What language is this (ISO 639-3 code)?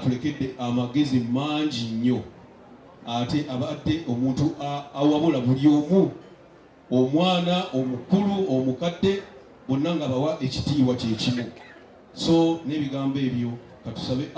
lug